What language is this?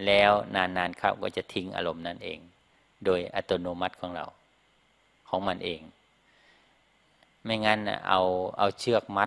Thai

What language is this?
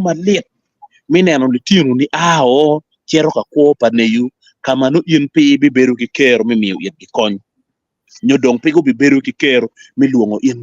Acoli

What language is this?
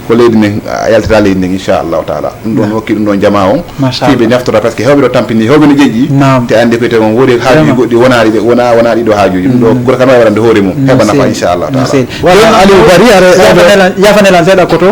Fula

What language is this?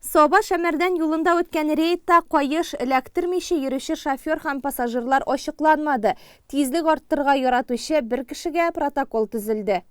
Tatar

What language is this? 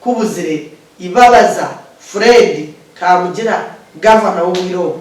Nyankole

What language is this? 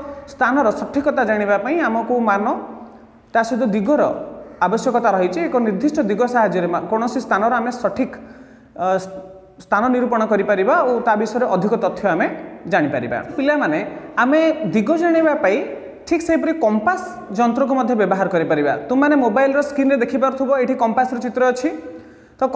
Odia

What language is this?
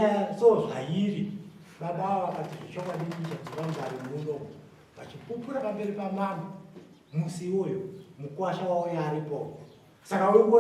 Shona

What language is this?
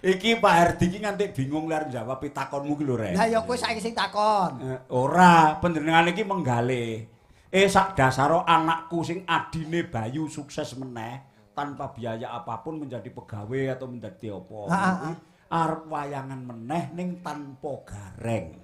Javanese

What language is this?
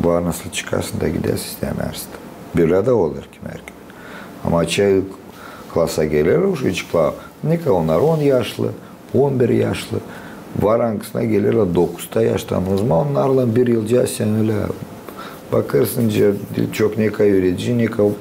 Gagauz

